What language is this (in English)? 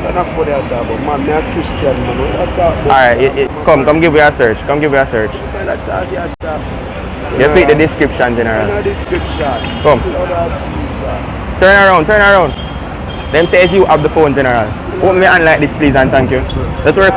Jamaican Creole English